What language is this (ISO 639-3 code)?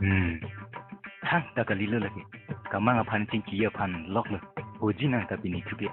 mjw